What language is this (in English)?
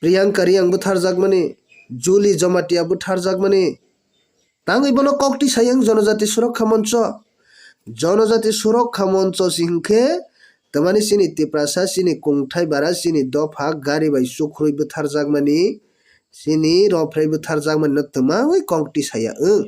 Kok Borok